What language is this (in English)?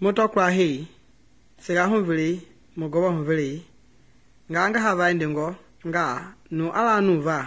Mende